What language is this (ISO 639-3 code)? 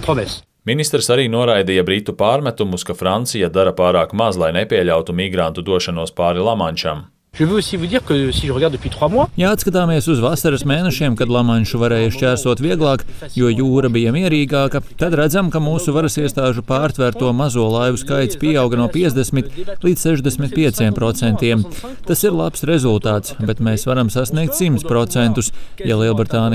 lav